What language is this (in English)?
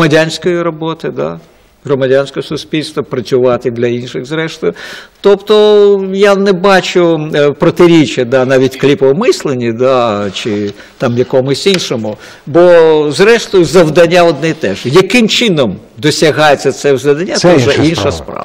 Ukrainian